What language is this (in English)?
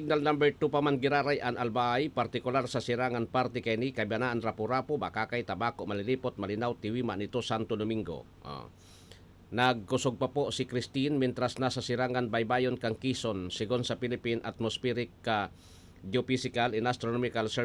Bikol